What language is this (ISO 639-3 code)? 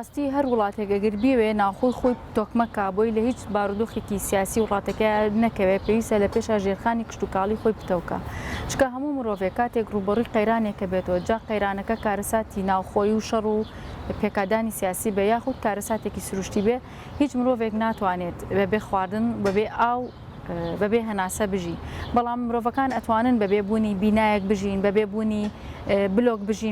ckb